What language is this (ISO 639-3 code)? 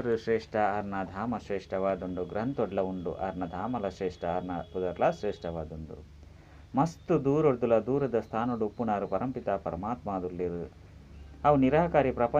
tcy